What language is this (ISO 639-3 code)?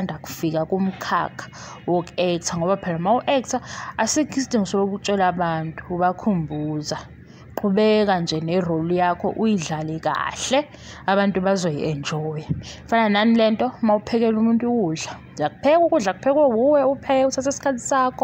zul